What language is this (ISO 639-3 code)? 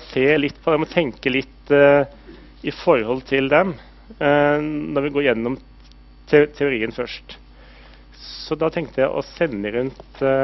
nor